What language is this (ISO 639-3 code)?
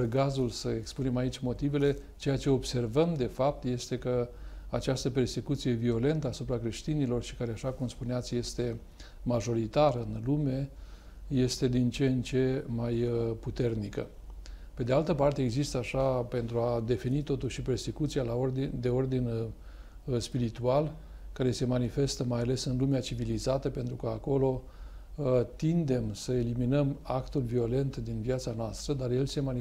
ron